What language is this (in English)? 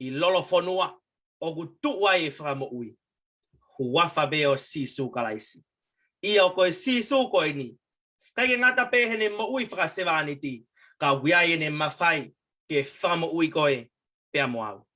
Tongan